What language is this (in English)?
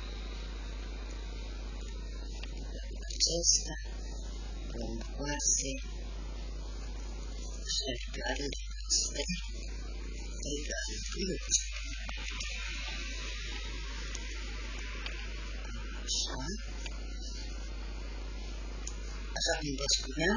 Romanian